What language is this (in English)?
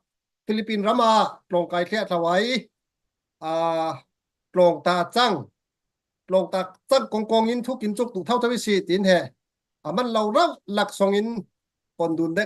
Falam Chin